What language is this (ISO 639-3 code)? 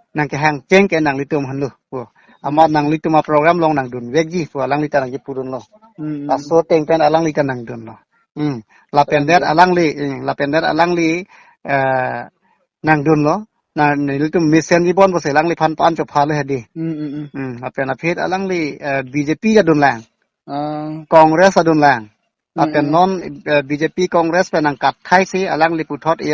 mjw